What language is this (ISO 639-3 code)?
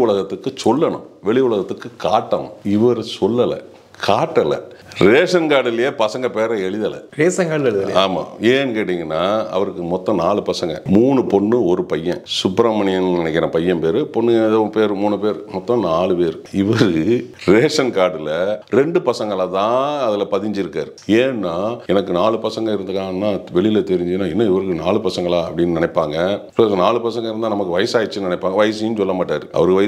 tam